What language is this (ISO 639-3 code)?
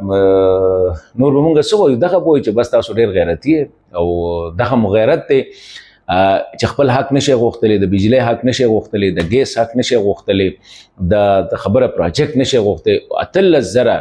pus